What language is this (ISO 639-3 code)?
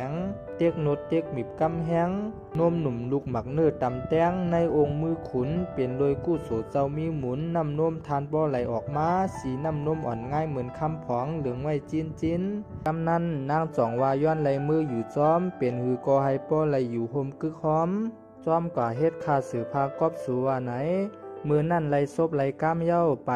shn